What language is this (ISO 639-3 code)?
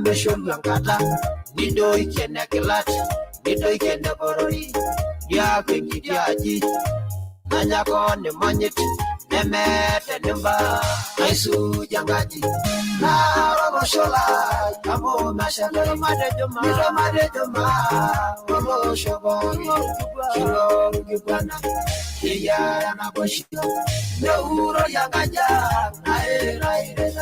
mas